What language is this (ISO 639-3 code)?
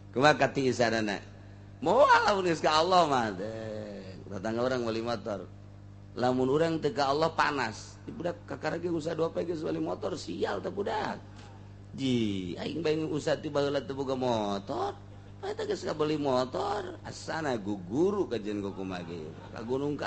sun